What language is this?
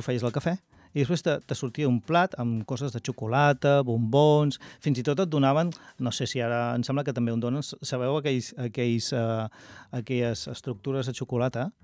Catalan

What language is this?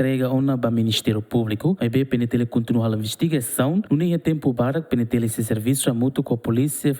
Tetum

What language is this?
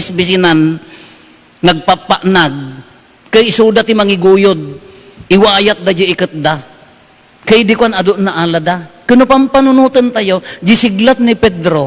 Iloko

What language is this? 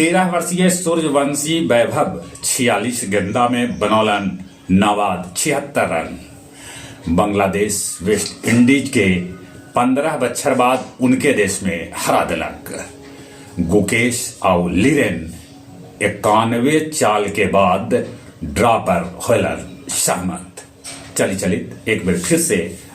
Magahi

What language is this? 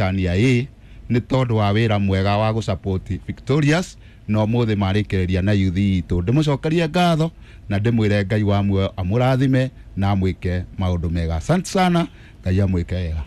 Kikuyu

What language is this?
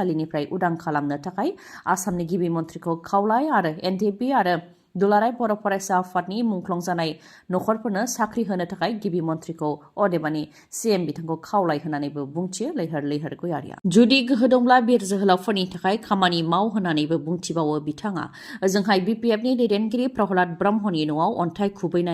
Bodo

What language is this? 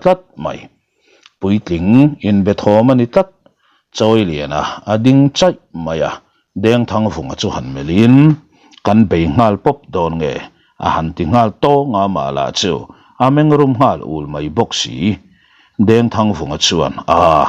Mizo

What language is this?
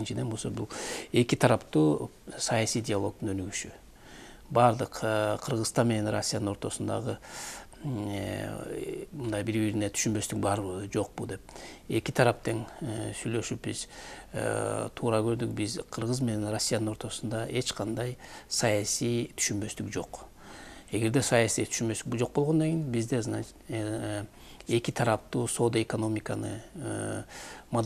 Kyrgyz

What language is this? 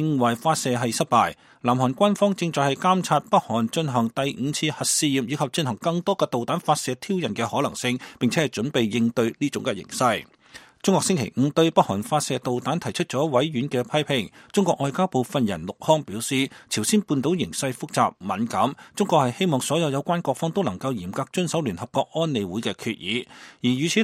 Cantonese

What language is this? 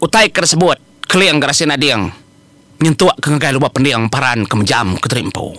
Iban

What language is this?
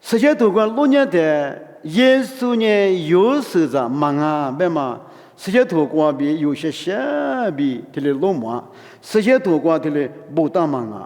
Lisu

